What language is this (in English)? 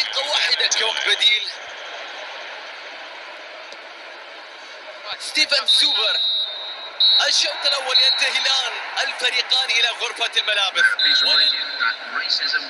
Arabic